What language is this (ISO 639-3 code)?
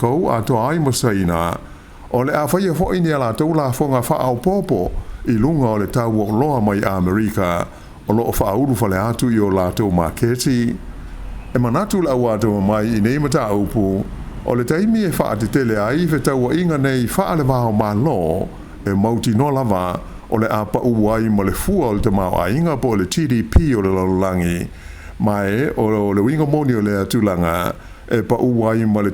smo